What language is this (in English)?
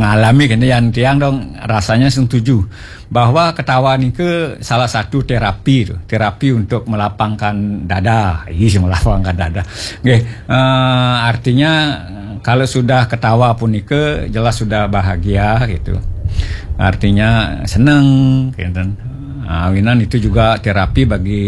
Balinese